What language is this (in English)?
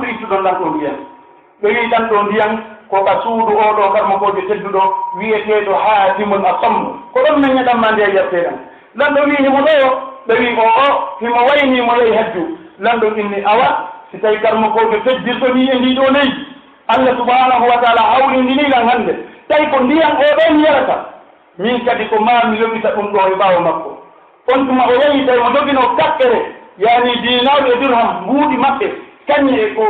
Pular